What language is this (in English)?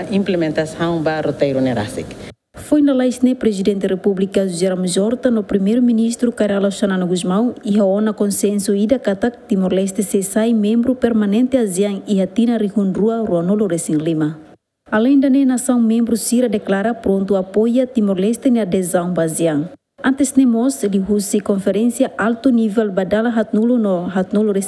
Tetum